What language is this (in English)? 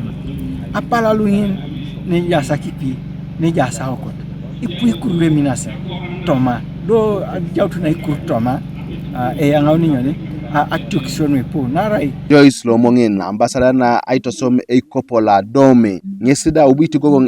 Teso